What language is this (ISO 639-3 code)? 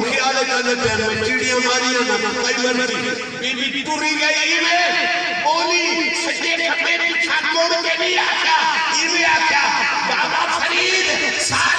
skr